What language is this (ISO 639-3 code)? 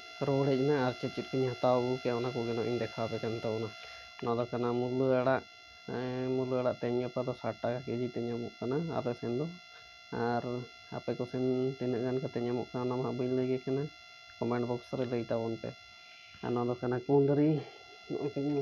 sat